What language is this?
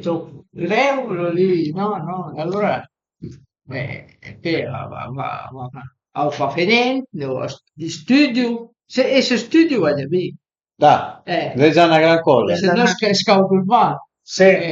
Piedmontese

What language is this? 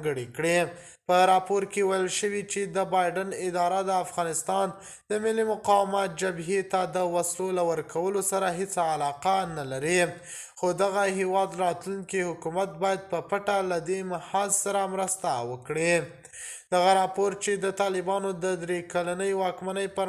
Pashto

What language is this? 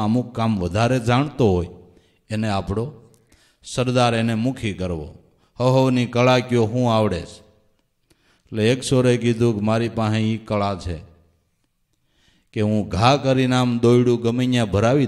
Gujarati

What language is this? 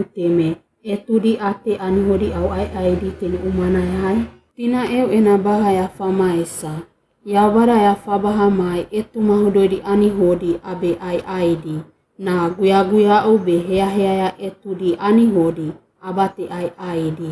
Wagawaga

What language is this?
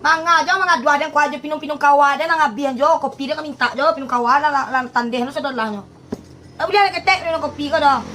Minangkabau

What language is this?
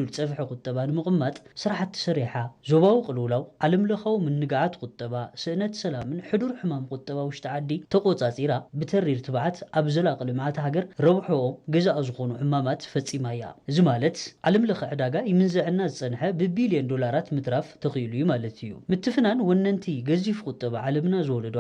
Tigrinya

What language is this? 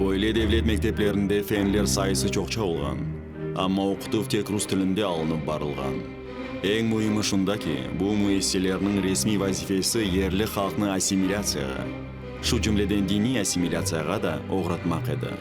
Crimean Tatar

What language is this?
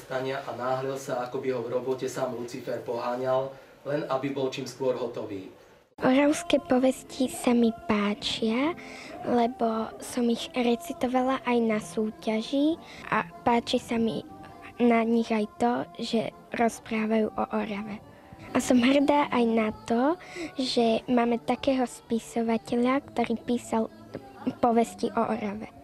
Slovak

